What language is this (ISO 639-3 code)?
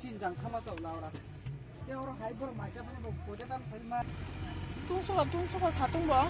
trp